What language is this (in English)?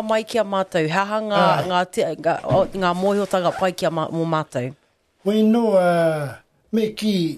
Māori